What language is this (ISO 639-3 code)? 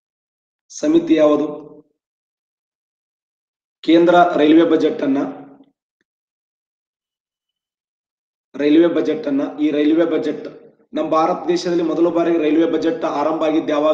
kan